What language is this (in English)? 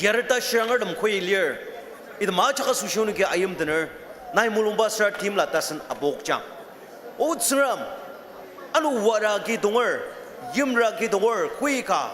Ao Naga